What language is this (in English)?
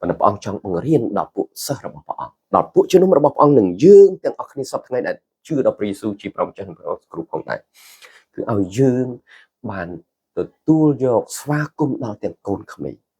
Khmer